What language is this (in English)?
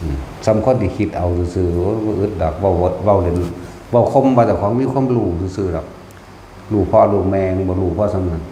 Northeastern Thai